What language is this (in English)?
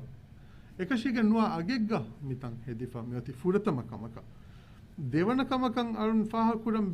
Divehi